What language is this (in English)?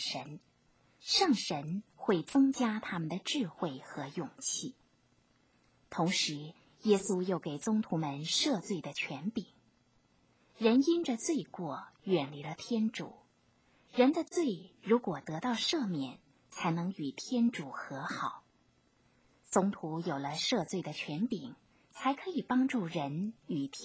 Chinese